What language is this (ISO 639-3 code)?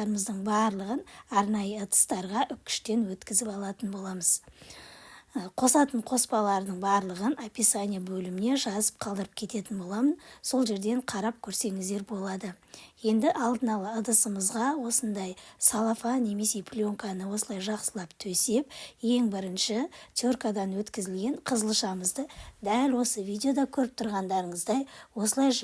kaz